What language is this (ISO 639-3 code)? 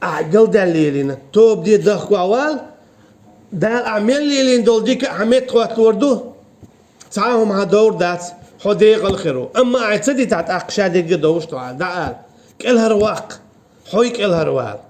che